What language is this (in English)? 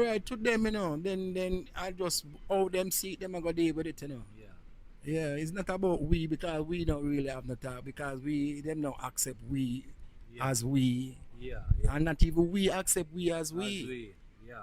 Jamaican Creole English